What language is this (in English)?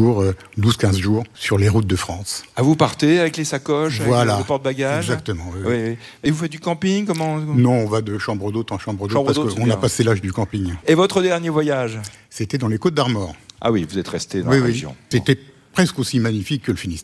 French